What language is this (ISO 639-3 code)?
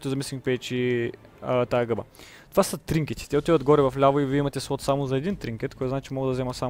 bul